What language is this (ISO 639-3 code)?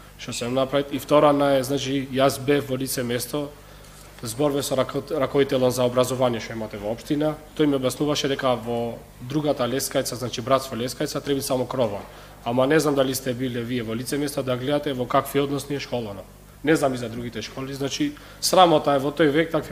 mkd